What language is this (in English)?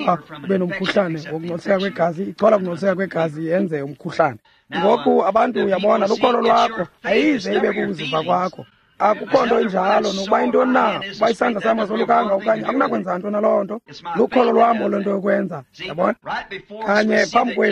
Xhosa